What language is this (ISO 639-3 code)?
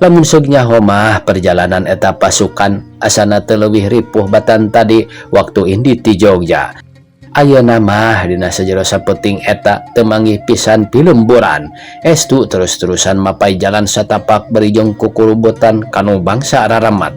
sun